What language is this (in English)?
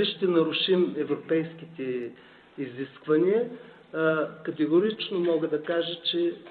Bulgarian